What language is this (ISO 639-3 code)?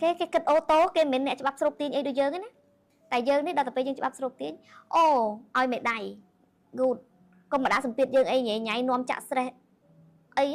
khm